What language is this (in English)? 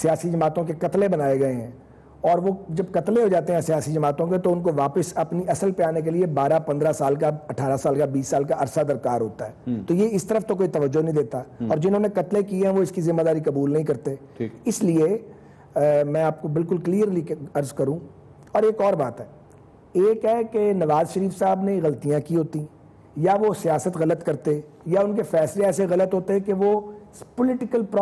Urdu